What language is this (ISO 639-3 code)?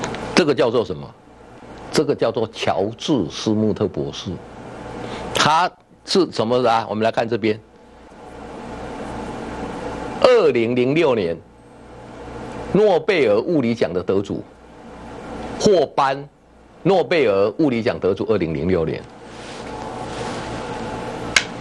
zho